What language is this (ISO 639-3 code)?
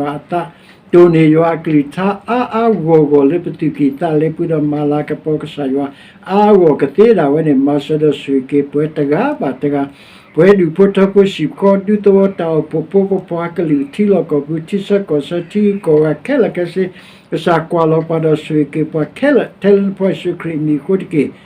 ksw